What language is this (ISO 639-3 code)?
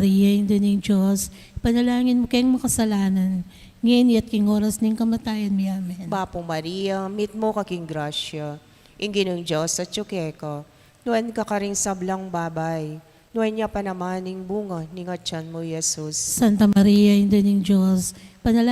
pam